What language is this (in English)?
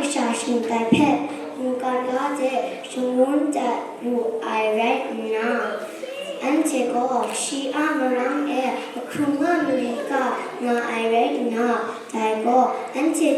Kachin